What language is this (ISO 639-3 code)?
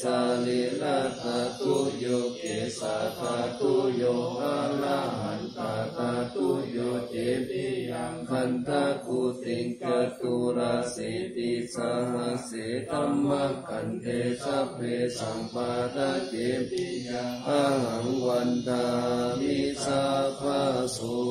pli